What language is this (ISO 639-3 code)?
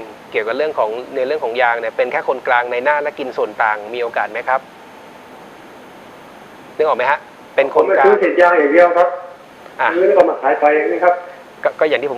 tha